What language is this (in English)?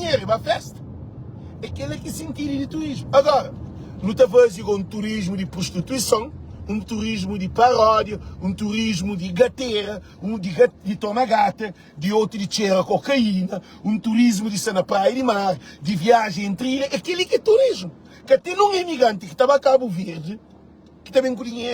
Kabuverdianu